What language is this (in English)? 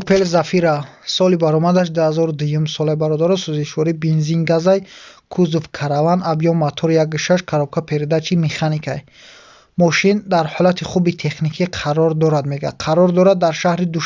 Tajik